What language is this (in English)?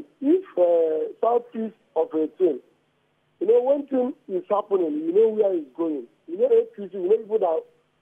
Nigerian Pidgin